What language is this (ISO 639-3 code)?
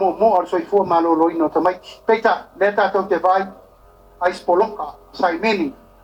smo